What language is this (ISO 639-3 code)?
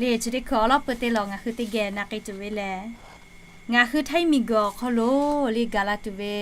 lhu